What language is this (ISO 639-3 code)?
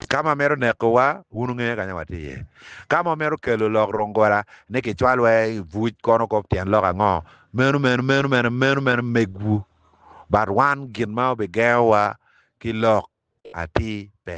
ach